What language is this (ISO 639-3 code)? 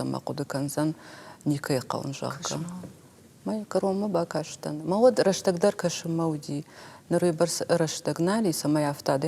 oss